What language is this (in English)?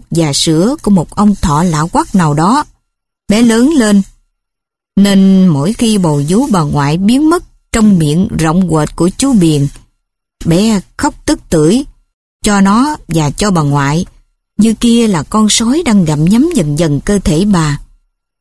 Vietnamese